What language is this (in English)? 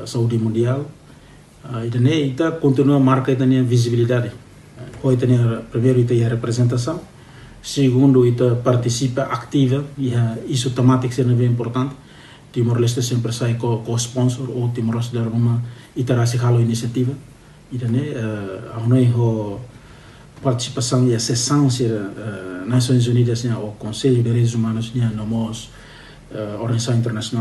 Tetum